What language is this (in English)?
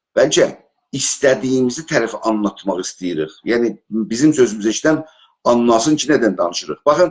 South Azerbaijani